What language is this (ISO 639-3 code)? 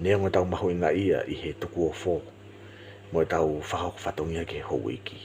ton